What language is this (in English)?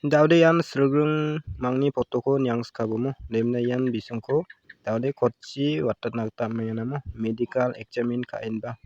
Garo